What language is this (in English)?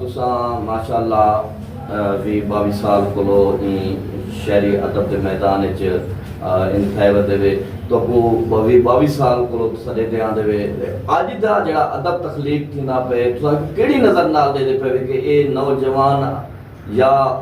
Saraiki